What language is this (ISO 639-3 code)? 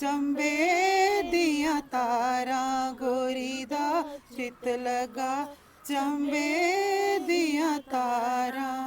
doi